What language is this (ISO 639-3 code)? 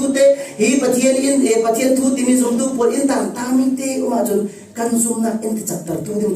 cfm